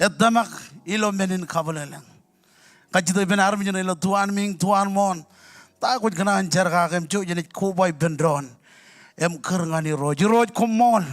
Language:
Marshallese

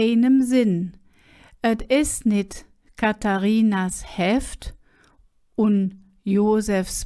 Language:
Colognian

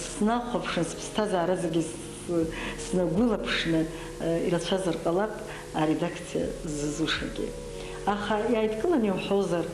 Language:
Abkhazian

